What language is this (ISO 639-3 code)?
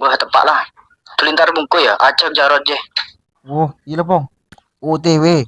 mad